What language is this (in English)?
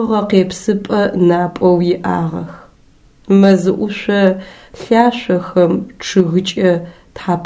Adyghe